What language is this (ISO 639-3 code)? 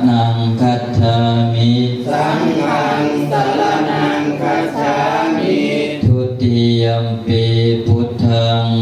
pli